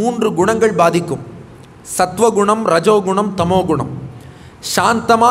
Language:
Tamil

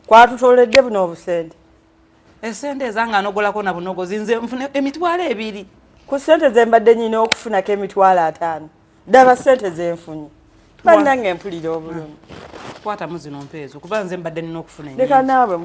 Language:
Ganda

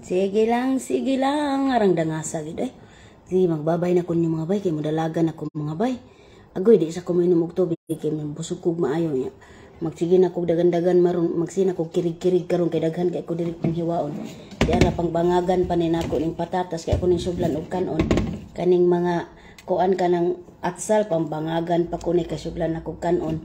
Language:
Cebuano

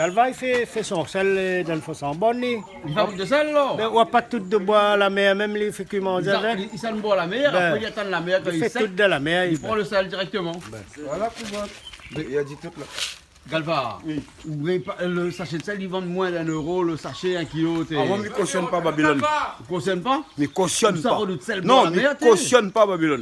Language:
Réunion Creole French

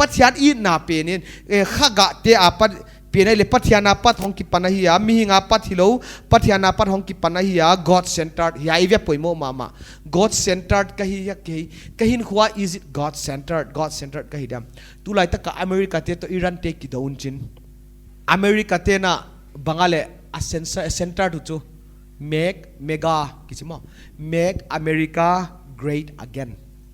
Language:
Paite Chin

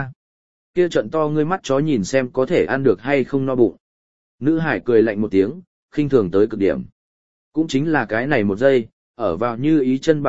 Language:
Vietnamese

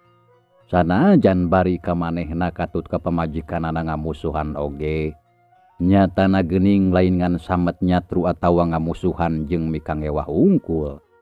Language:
Sundanese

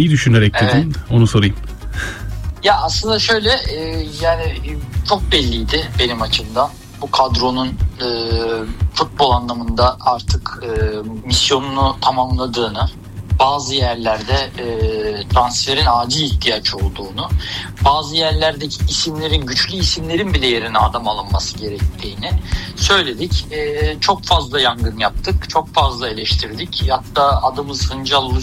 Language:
Turkish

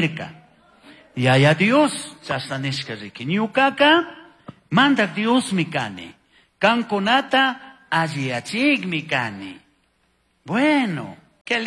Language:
Chimborazo Highland Quichua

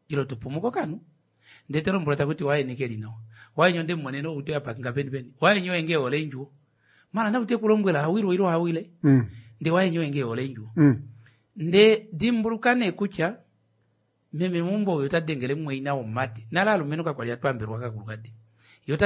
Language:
Kuanyama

